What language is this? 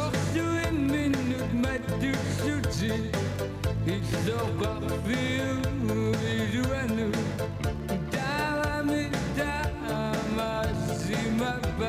Kalaallisut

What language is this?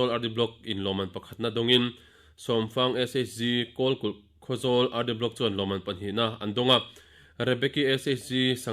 Mizo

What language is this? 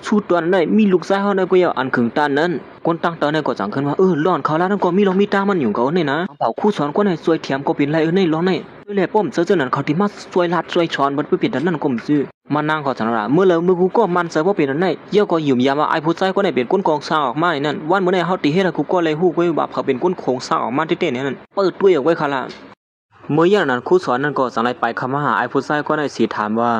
Shan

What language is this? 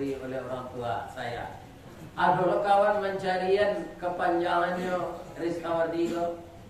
Minangkabau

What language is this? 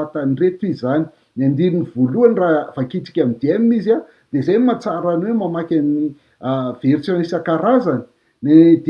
Malagasy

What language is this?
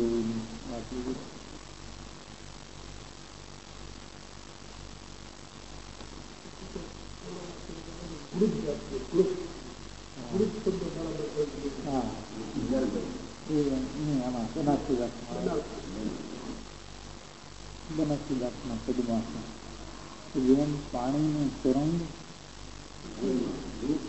Gujarati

